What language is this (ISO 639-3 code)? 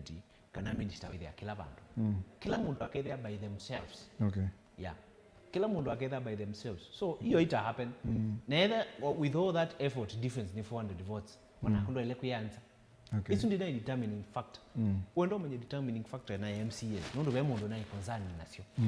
kam